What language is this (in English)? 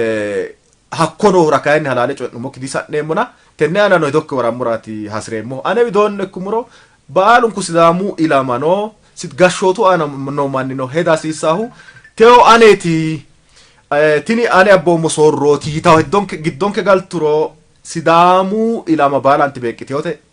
Sidamo